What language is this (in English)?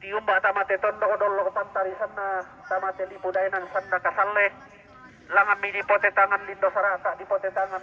Toraja-Sa'dan